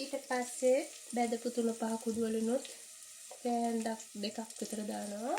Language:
Sinhala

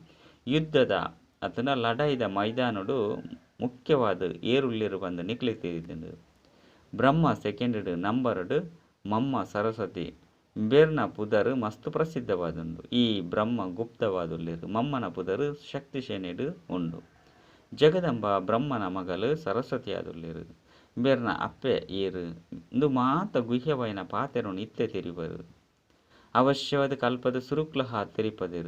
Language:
Tulu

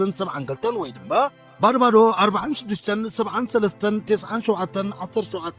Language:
Tigrinya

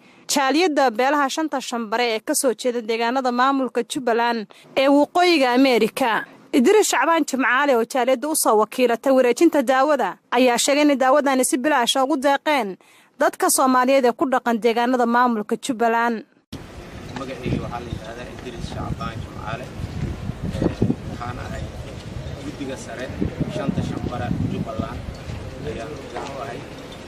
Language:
Somali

